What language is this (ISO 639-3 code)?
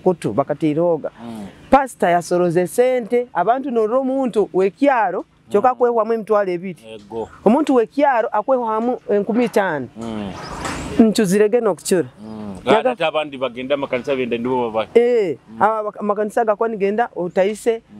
nyo